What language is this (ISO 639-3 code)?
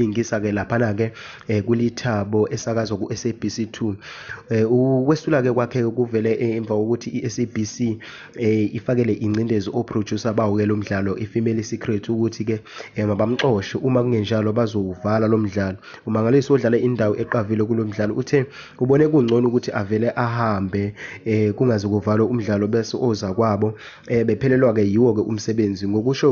zul